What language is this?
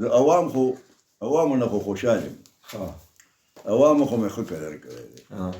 Pashto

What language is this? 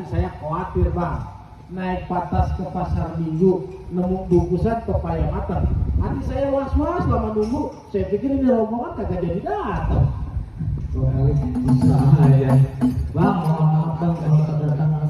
Betawi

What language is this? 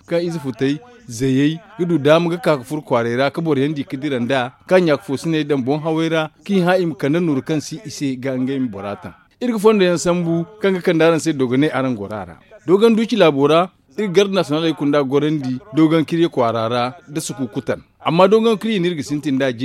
Zarma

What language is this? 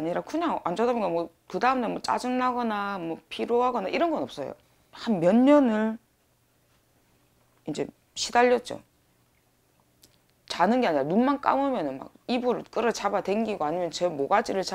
Korean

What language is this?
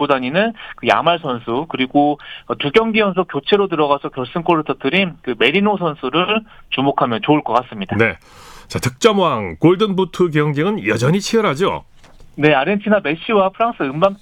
Korean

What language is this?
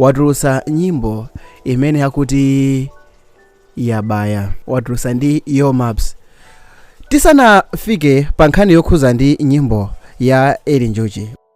Nyanja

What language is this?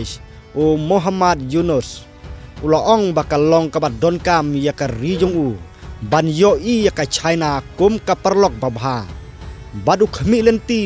Khasi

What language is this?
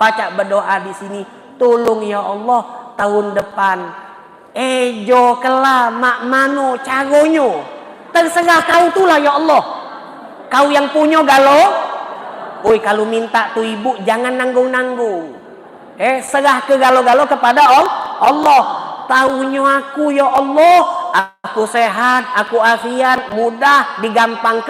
Musi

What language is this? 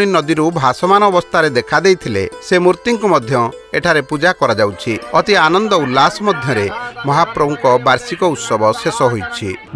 Odia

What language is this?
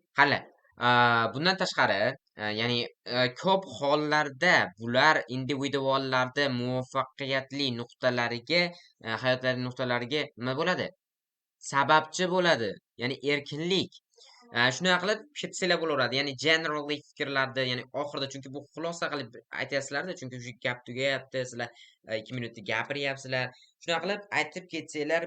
Uzbek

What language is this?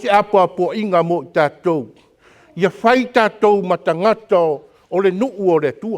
Samoan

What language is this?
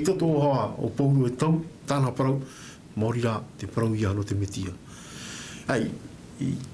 Tahitian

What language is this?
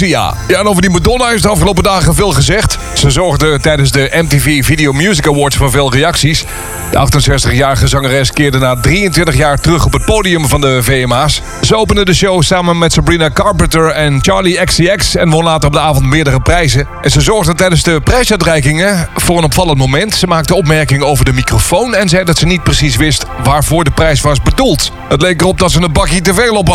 Dutch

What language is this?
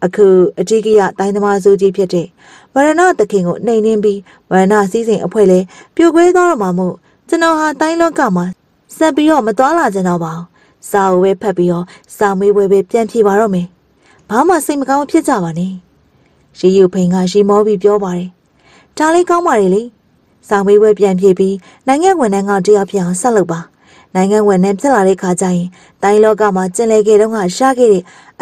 Burmese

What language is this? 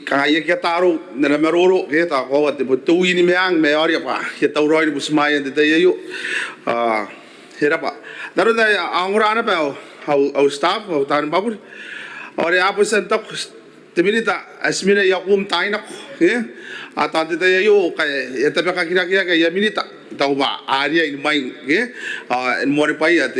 Gilbertese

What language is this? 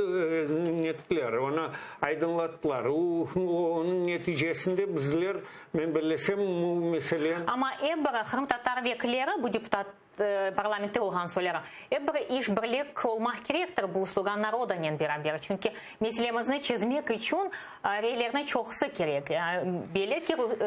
Crimean Tatar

